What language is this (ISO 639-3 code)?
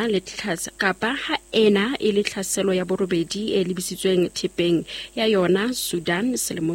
sot